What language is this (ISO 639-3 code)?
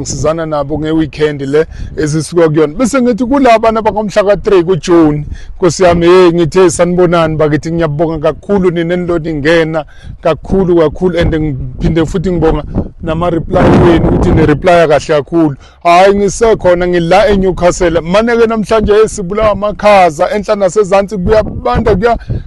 zul